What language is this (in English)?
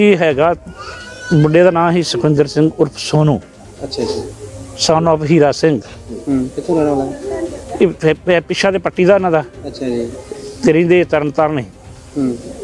Punjabi